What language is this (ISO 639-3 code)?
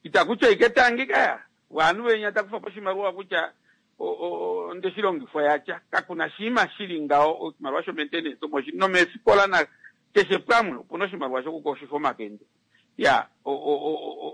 kua